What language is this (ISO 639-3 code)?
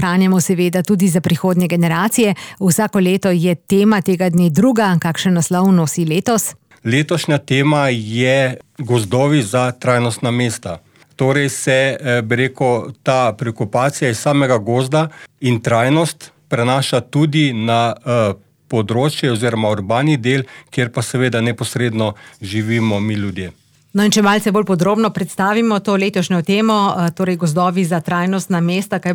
slv